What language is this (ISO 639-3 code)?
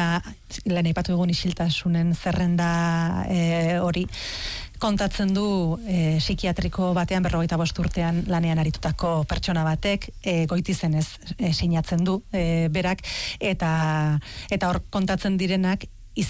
eus